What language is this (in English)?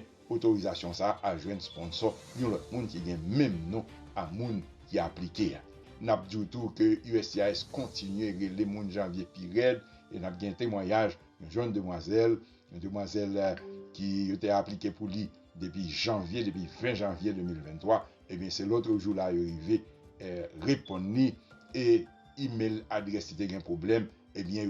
Haitian Creole